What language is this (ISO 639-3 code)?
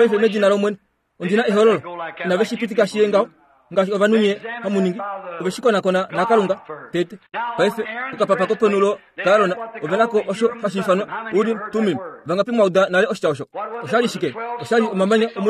kua